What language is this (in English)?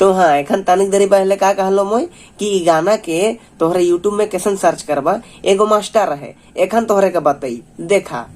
Sadri